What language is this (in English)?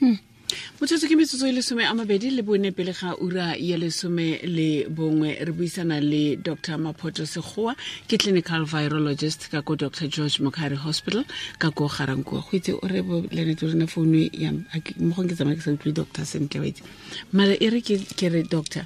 Tswana